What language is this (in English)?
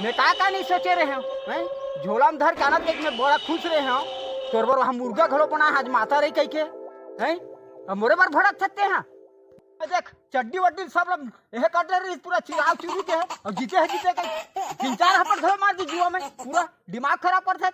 Chhattisgarhi